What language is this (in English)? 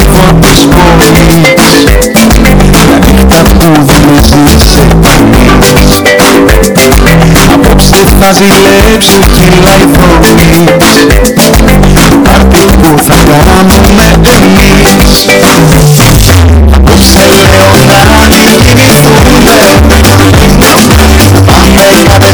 Greek